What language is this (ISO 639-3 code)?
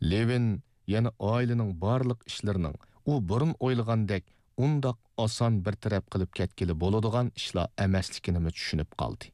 uig